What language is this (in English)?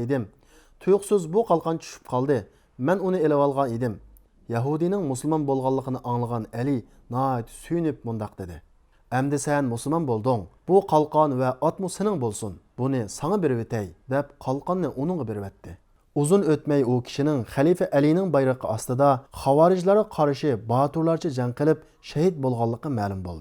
Uyghur